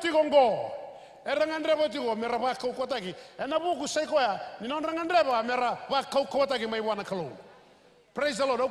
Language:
Fijian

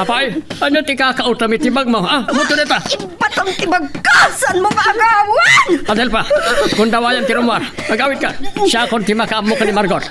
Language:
Iloko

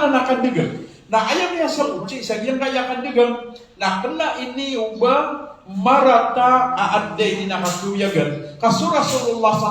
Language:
Maranao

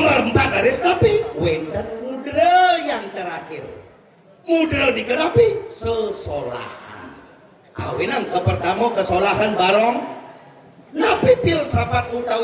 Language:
Balinese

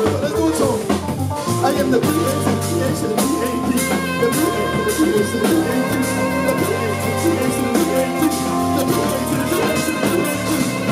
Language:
English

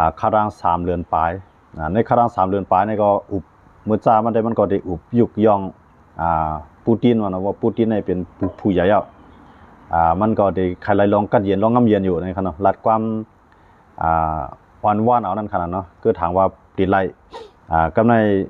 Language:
Shan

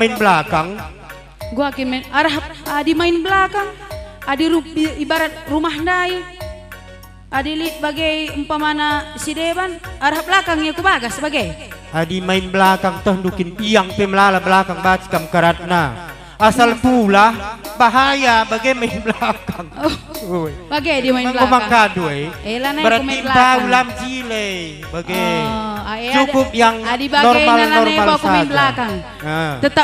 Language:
Batak Karo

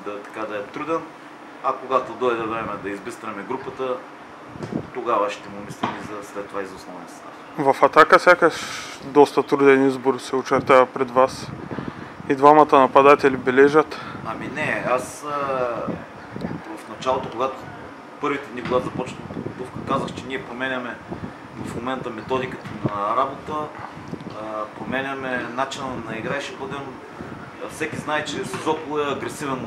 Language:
Bulgarian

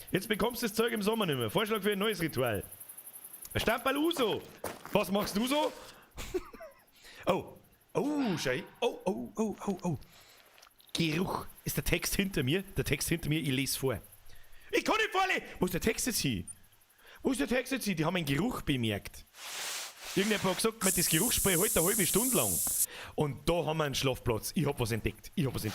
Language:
Bavarian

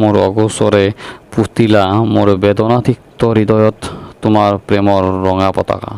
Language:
Assamese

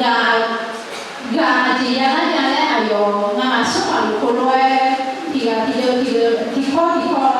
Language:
Akha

